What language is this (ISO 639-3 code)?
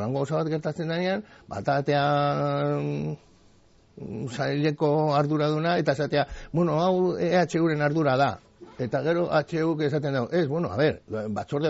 eus